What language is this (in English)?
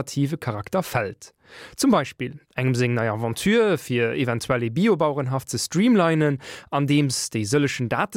Luxembourgish